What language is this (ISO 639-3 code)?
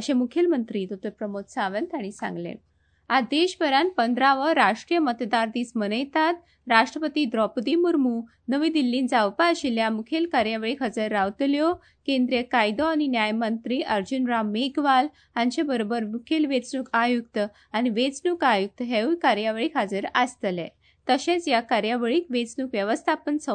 kok